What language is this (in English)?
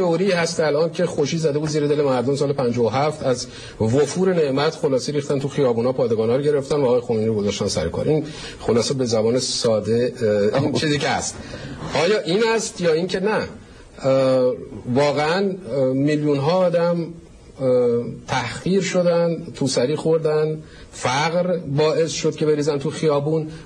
Persian